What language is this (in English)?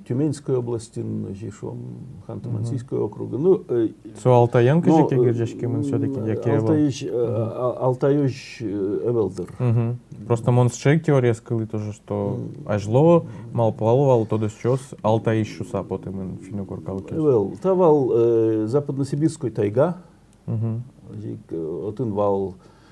Udmurt